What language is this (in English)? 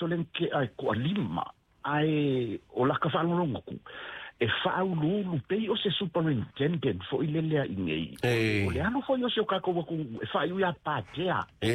Samoan